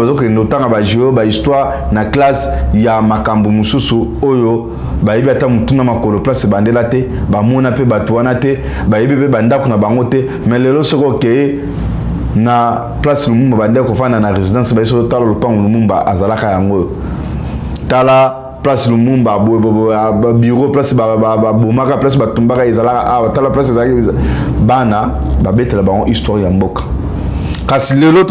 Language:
Lingala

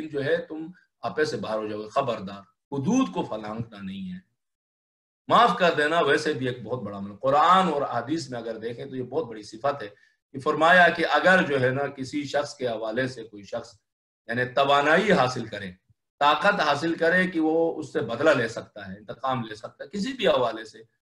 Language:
Urdu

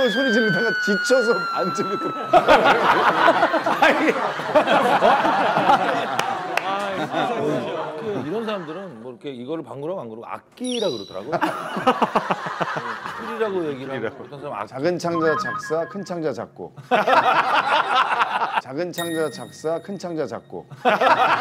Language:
Korean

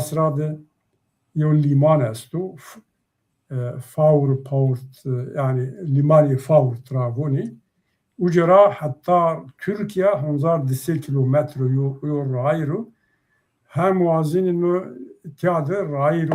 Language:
Zaza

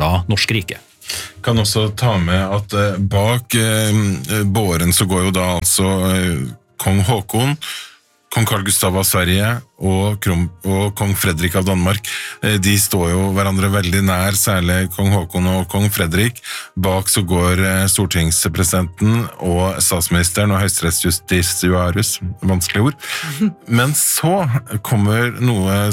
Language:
Norwegian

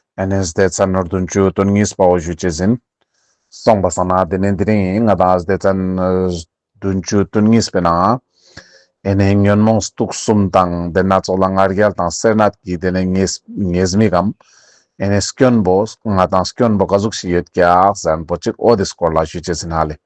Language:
Ladakhi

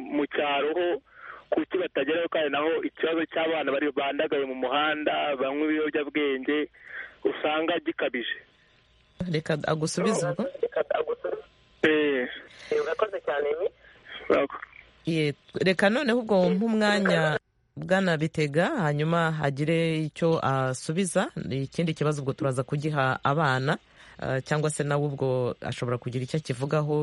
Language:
Kinyarwanda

